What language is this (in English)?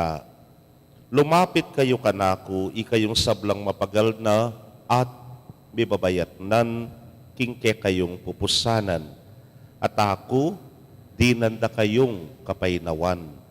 Pampanga